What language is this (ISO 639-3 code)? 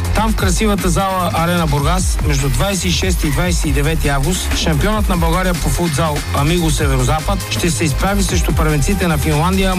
bul